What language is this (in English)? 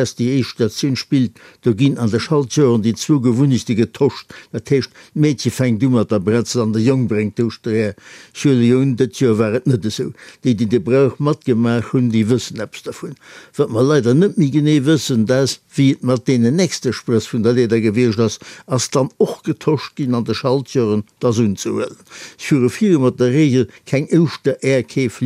Luxembourgish